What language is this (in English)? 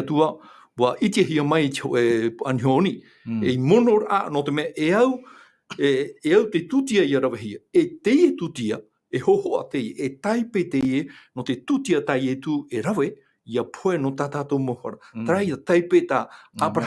Tahitian